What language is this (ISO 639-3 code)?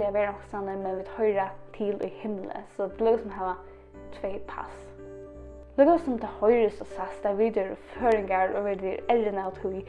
fao